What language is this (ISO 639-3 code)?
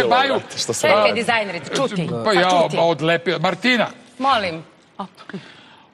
srp